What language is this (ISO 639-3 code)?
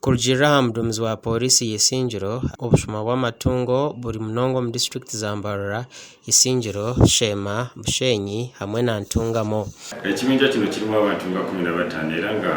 nyn